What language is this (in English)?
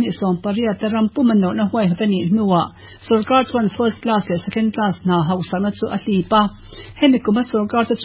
Mizo